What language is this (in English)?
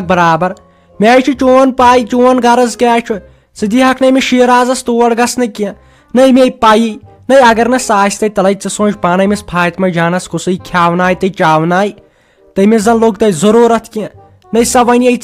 Kashmiri